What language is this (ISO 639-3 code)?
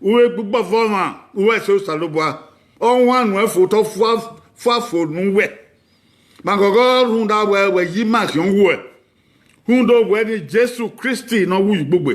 bin